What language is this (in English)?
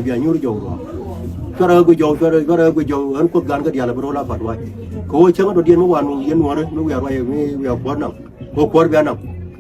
Nuer